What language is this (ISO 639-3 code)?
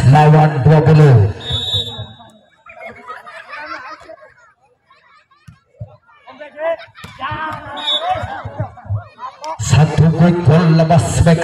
ind